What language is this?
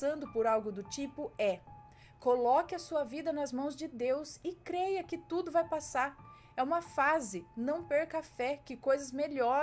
Portuguese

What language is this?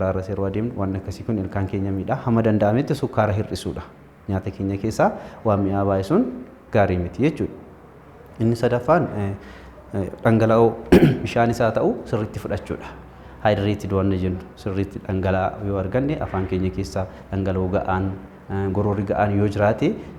Oromo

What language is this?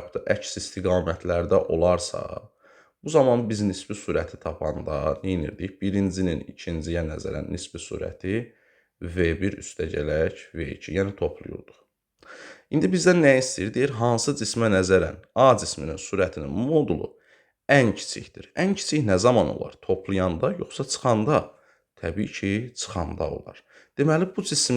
Azerbaijani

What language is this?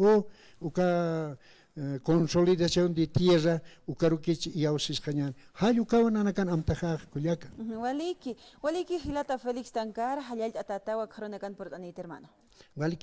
Aymara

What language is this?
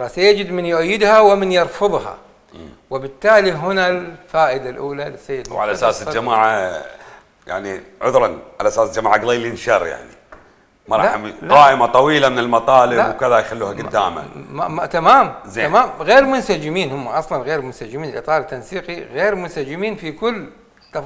Mesopotamian Arabic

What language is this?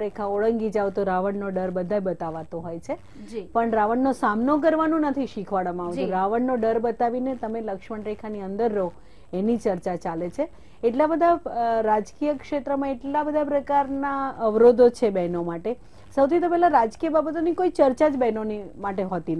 Gujarati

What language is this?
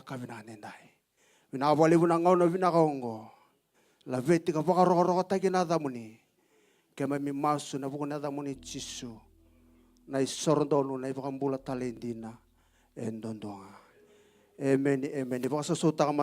Fijian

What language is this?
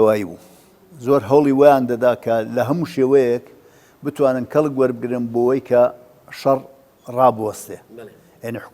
Central Kurdish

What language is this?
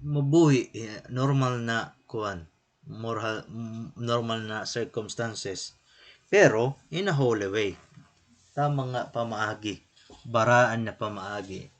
Waray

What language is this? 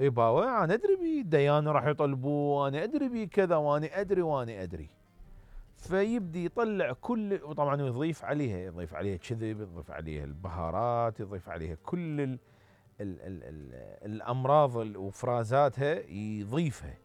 Mesopotamian Arabic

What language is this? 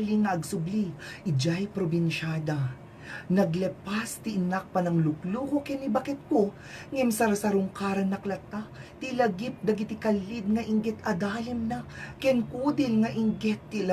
Iloko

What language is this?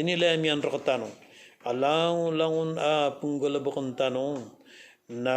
Maranao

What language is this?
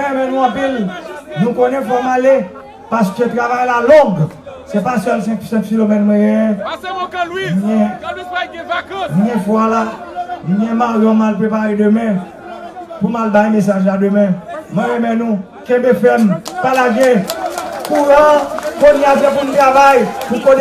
Haitian Creole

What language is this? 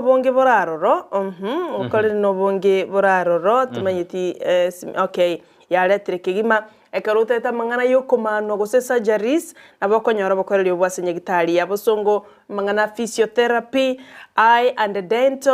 Gusii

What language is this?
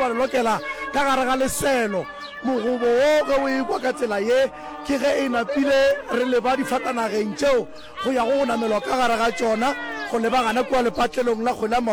Northern Sotho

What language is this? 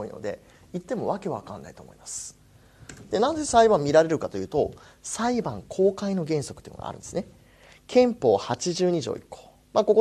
Japanese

